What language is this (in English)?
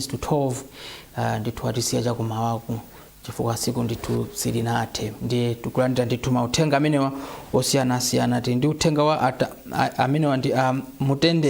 Nyanja